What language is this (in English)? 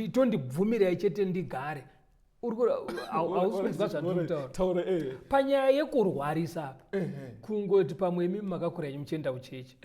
Shona